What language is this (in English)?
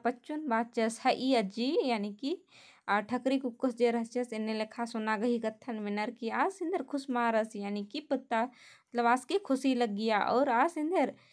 Kurukh